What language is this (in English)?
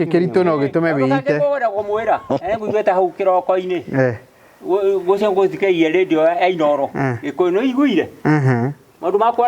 Kikuyu